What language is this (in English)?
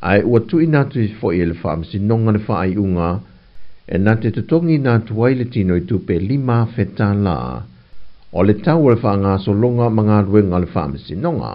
Samoan